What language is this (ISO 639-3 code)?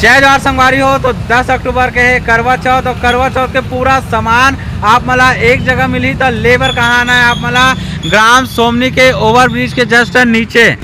hne